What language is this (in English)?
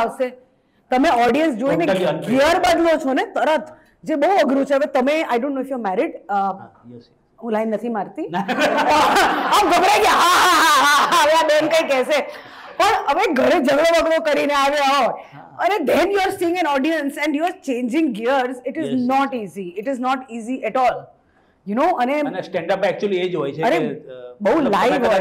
Gujarati